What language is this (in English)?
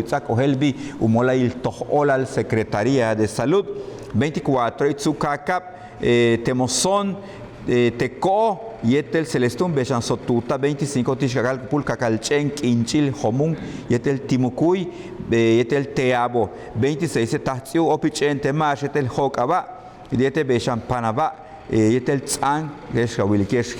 Yucateco